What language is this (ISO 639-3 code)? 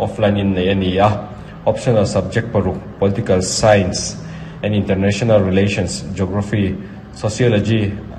lus